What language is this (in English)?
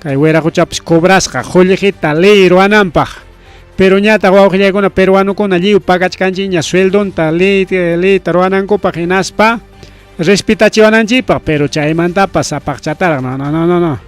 Ayacucho Quechua